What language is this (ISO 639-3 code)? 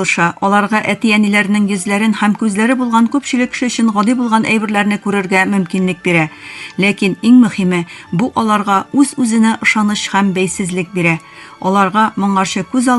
tat